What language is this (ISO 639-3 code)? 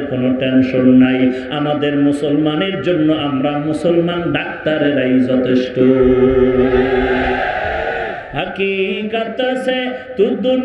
ben